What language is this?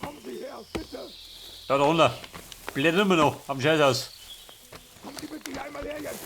Bavarian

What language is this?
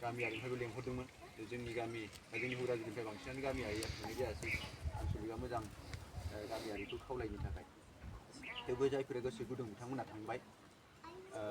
Bodo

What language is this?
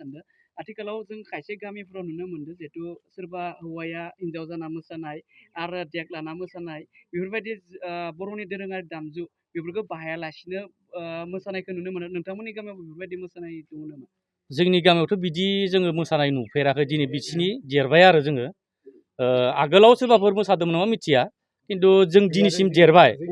Bodo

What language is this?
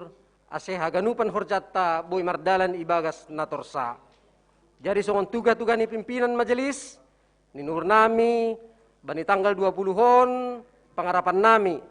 Batak Simalungun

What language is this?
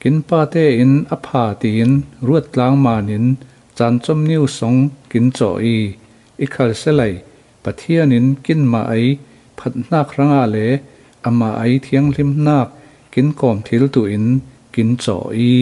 Falam Chin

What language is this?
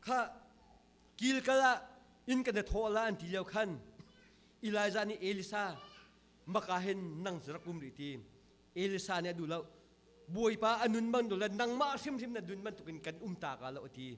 Hakha Chin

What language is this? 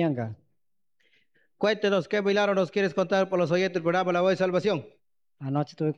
Spanish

